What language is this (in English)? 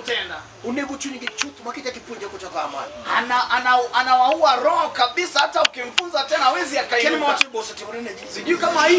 Luo (Kenya and Tanzania)